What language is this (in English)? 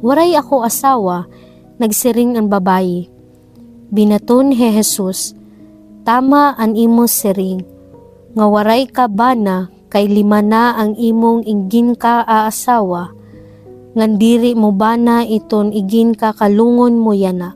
Waray